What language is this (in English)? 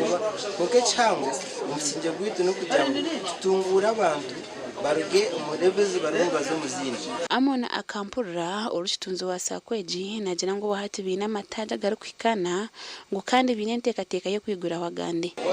Nyankole